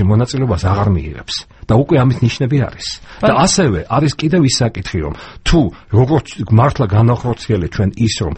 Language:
Georgian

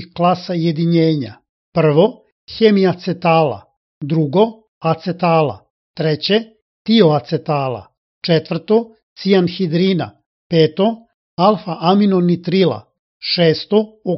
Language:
Serbian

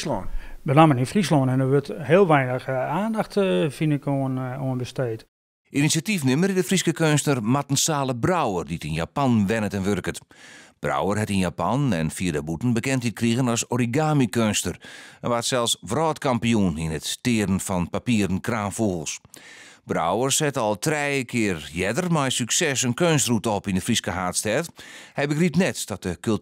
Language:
Western Frisian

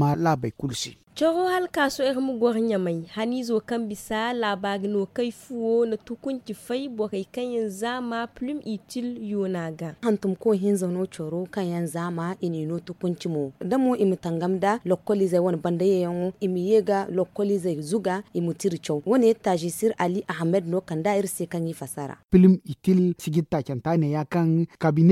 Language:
Zarma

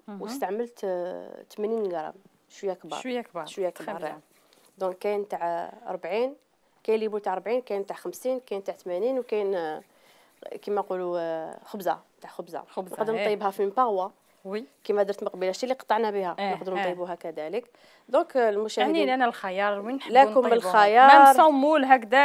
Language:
Algerian Arabic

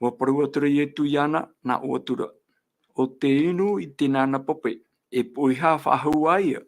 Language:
Tahitian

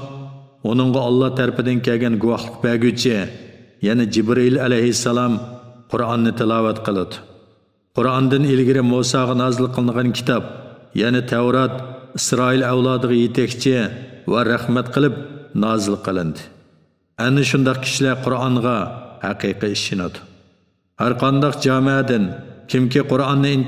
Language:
Uyghur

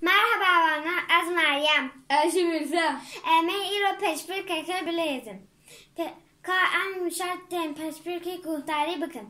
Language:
Kurdish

